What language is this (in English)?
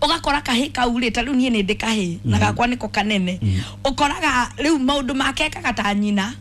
Kikuyu